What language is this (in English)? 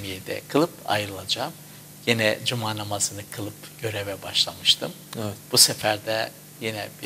Turkish